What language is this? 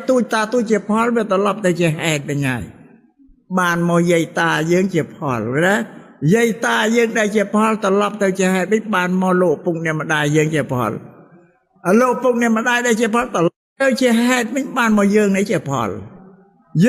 Khmer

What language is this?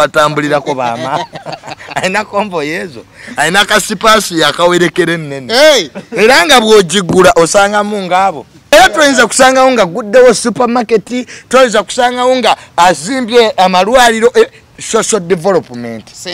Ganda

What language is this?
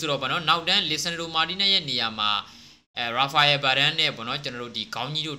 Burmese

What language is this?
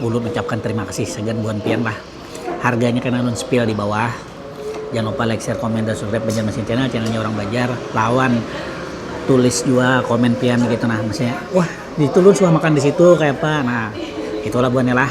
Banjar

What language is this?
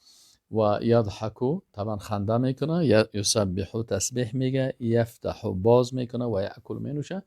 Persian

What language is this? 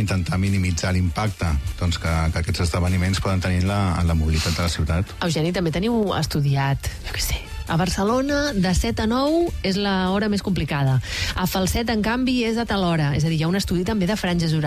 Catalan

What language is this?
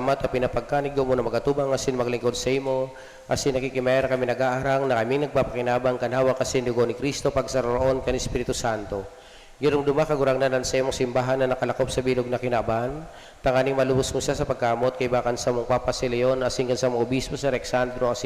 Bikol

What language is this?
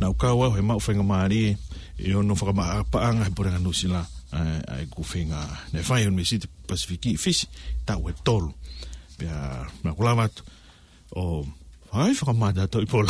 Tongan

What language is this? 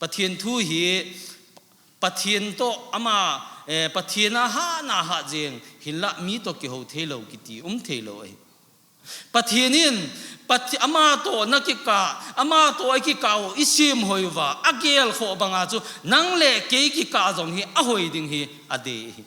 Thado Chin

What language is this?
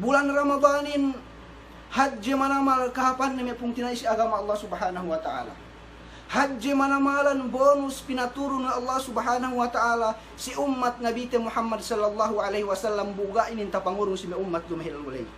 Yakan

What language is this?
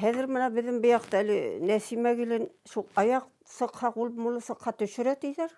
Bashkir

